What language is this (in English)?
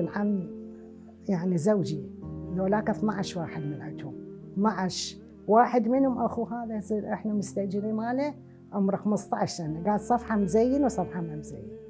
Mesopotamian Arabic